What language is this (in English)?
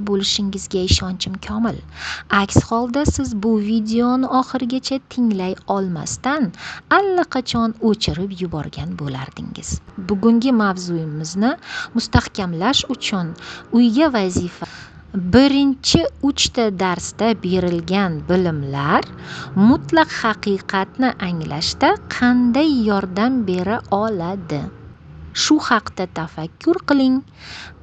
Uzbek